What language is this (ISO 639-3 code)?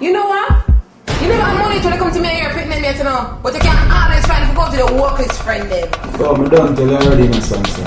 jam